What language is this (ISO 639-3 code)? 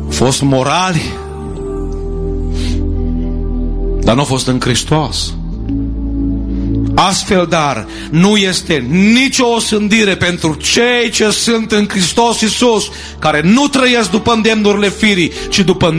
ron